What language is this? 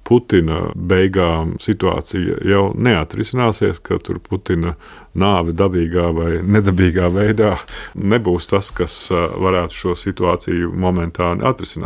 Latvian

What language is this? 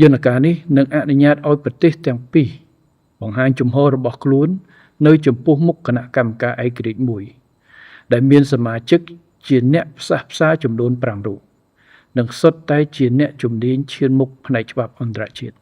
Khmer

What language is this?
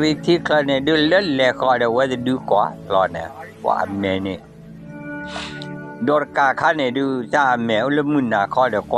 S'gaw Karen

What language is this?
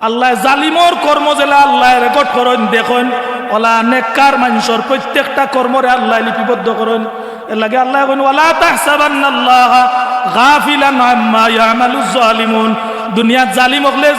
Sylheti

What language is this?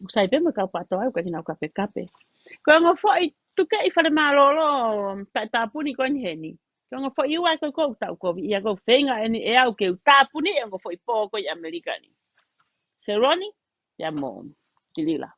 Tongan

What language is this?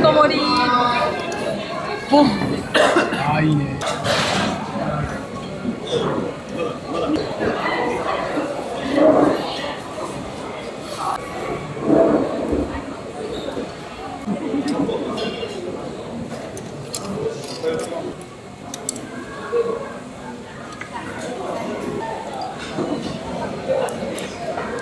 Japanese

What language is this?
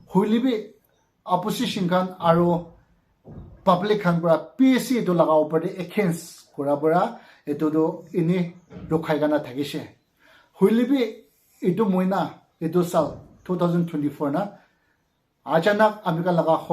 Naga Pidgin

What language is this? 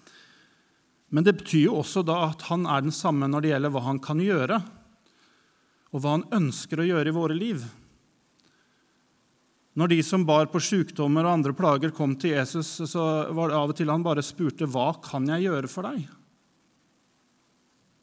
Norwegian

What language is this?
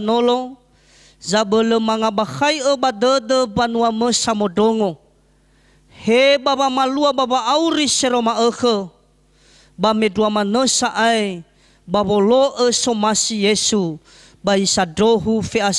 Nias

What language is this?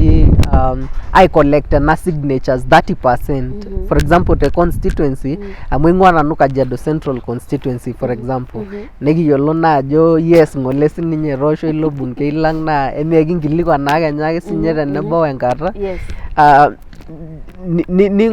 Masai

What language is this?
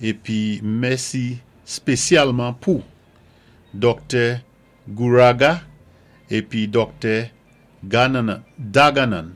Saint Lucian Creole French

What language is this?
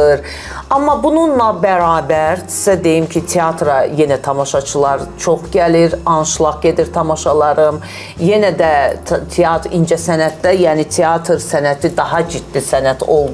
Azerbaijani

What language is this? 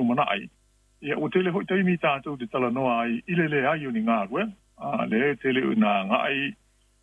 Samoan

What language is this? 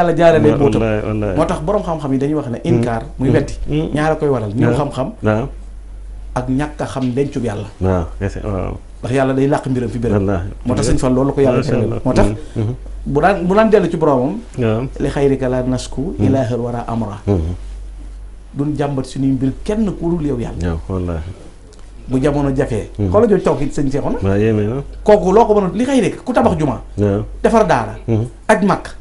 Wolof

